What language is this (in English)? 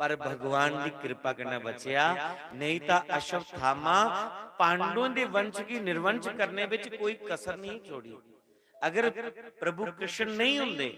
Dogri